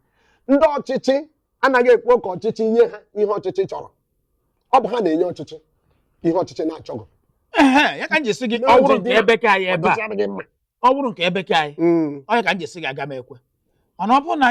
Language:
Igbo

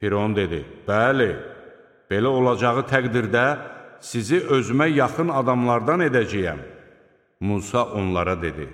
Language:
Azerbaijani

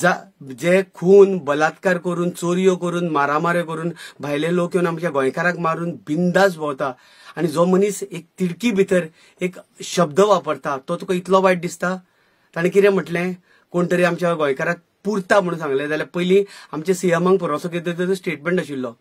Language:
Konkani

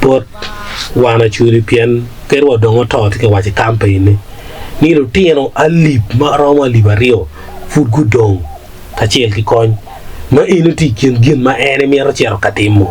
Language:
Acoli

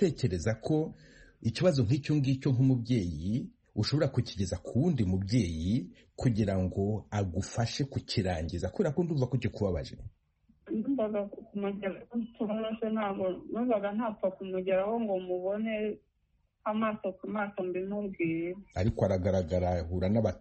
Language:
Kinyarwanda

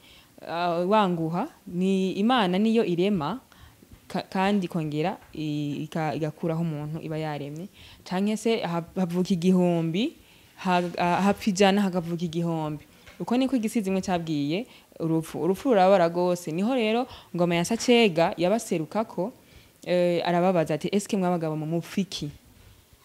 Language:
Rundi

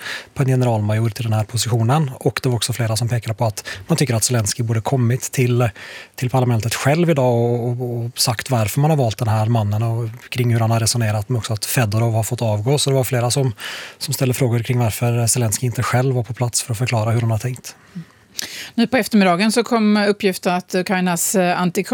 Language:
Swedish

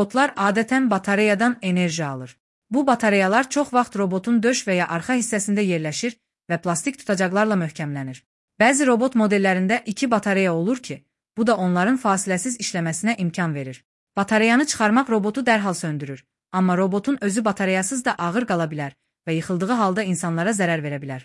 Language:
Azerbaijani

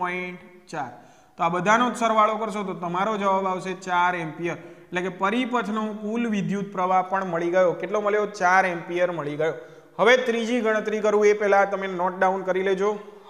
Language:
Gujarati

